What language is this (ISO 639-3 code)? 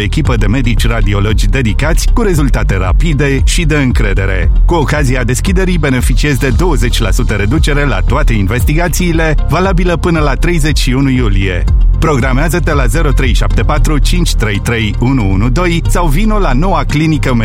ron